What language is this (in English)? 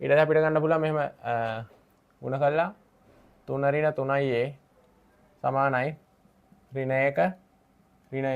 Sinhala